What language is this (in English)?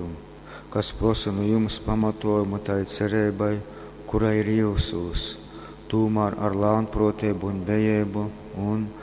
Latgalian